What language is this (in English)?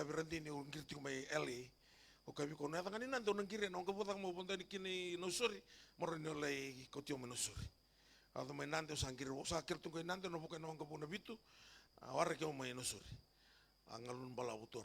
Fijian